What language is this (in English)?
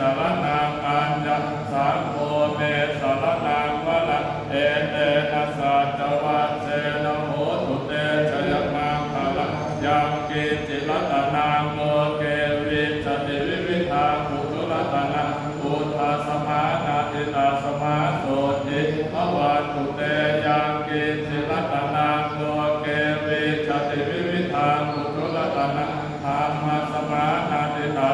Pali